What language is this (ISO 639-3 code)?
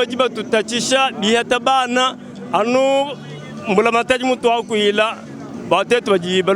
lua